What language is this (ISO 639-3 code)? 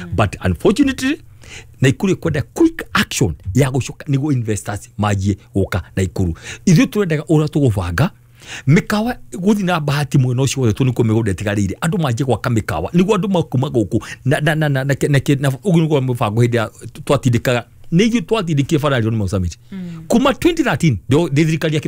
kik